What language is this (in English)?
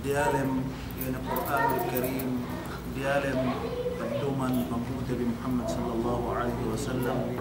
Yakan